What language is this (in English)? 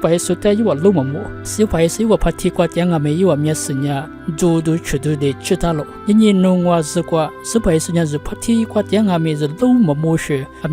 Lisu